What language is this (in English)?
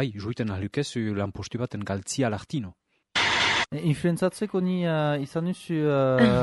Basque